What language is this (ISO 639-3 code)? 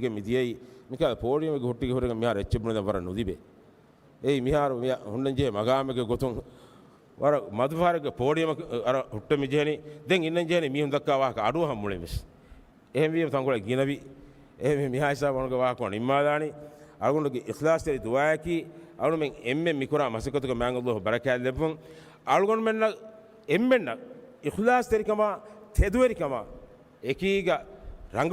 div